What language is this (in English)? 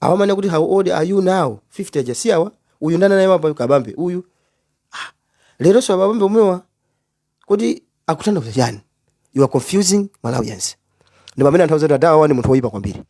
Nyanja